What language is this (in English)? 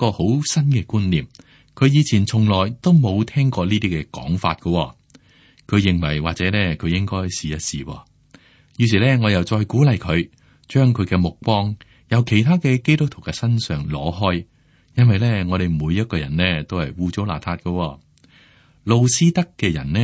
Cantonese